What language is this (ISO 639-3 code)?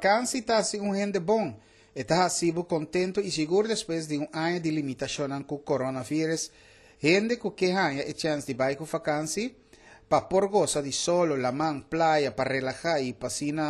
pap